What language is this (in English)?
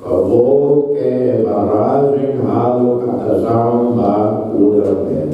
Tetum